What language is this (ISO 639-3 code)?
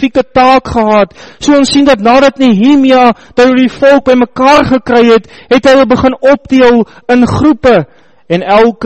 afr